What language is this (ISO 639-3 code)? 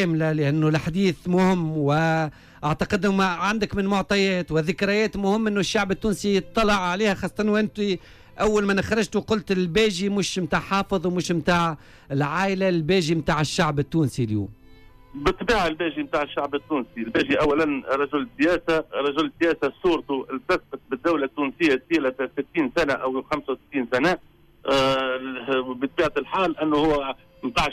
aeb